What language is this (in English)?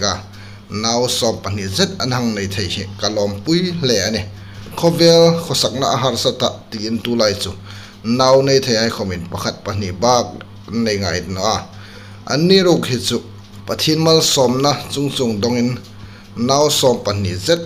Hmar